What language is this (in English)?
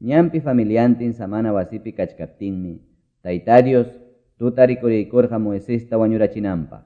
Quechua